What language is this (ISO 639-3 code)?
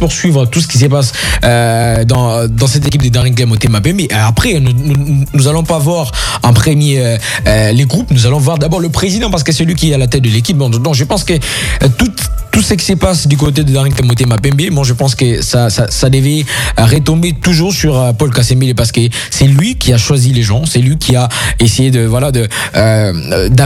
fra